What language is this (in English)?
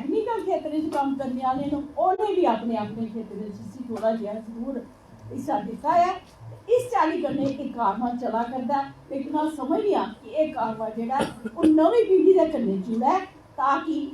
Dogri